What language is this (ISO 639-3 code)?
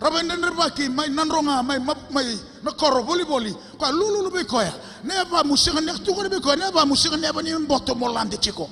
fij